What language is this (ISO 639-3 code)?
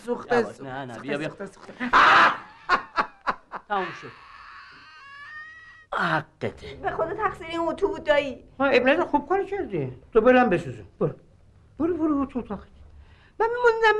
fas